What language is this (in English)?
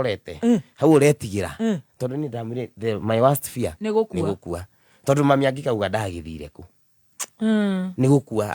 Kikuyu